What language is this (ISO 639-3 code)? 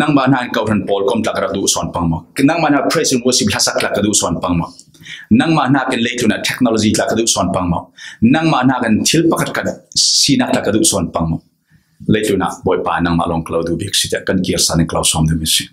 cfm